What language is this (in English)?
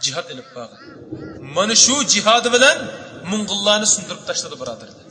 Uyghur